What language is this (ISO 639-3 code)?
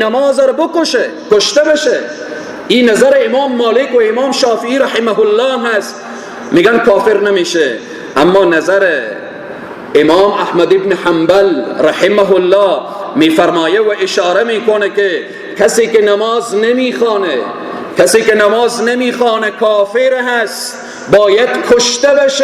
fas